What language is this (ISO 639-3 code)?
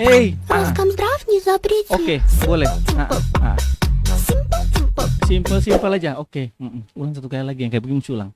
abs